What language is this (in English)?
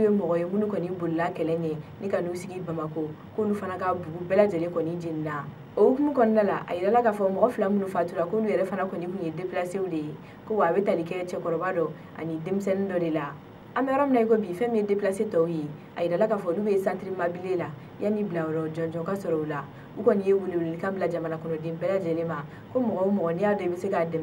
Bambara